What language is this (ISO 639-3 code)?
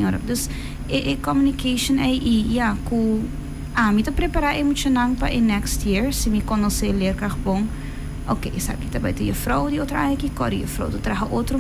pap